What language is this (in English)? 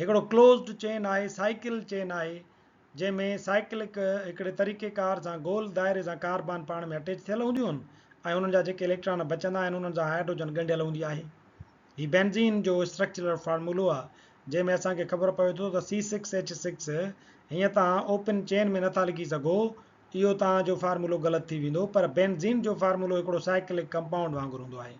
Sindhi